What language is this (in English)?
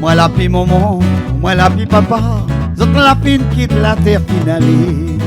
Réunion Creole French